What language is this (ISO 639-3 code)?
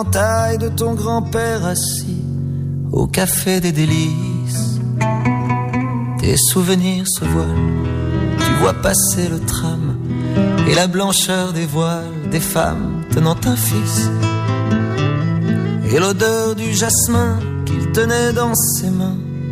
fra